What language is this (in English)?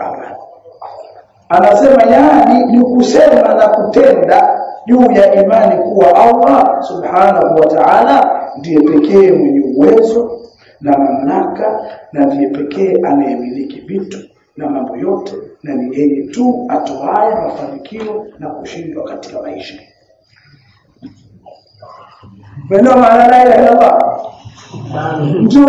Swahili